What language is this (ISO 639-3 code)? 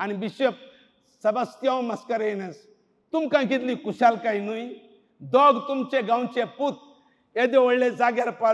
kok